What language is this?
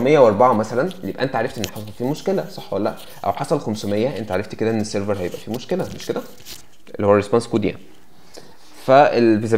Egyptian Arabic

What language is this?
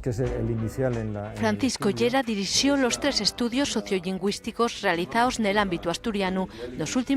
Asturian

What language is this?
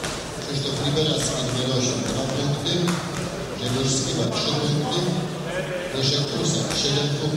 Polish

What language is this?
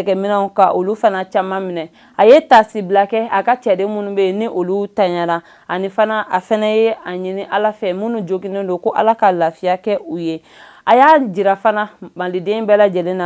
Bambara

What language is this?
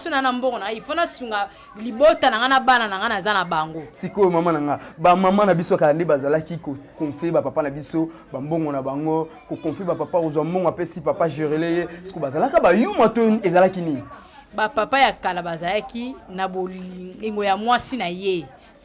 Lingala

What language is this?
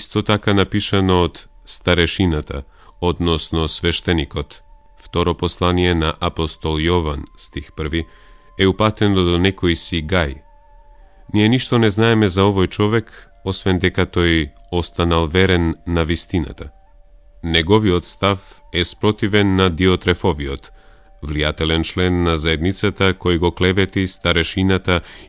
Macedonian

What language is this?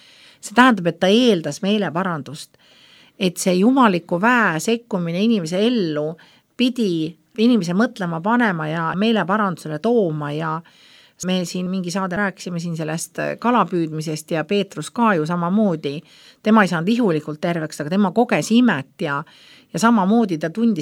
Estonian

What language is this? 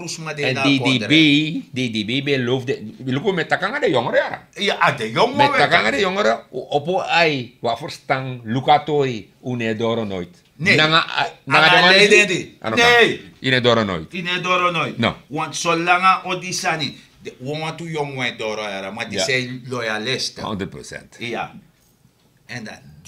Sranan Tongo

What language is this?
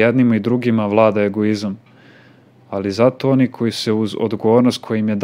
Serbian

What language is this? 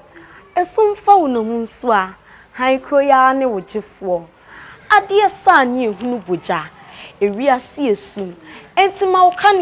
Akan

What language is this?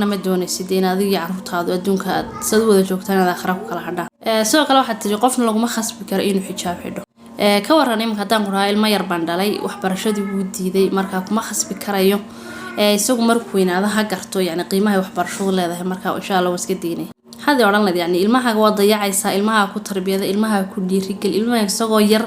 Somali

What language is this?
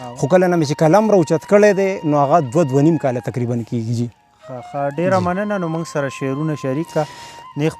Pashto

